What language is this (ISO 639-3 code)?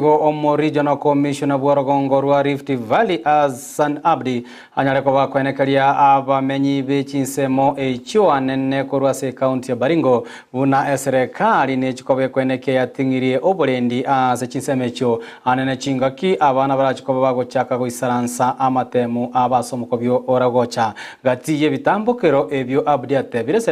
guz